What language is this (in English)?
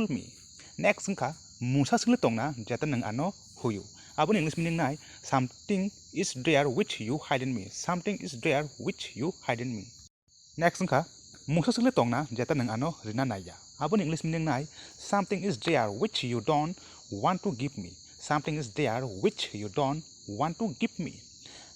Kok Borok